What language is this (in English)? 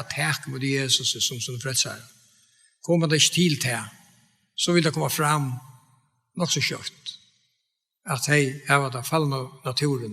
Faroese